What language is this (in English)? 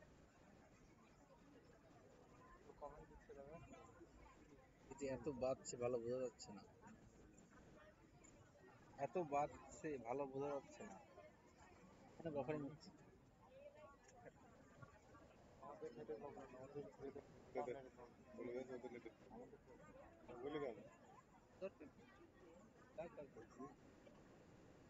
Bangla